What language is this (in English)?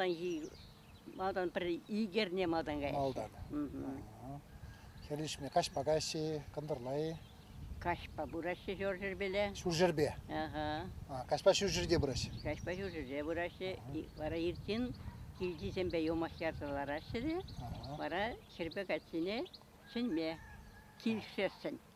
Chuvash